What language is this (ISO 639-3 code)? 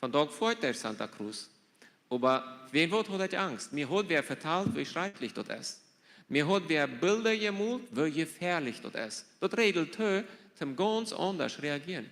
pdt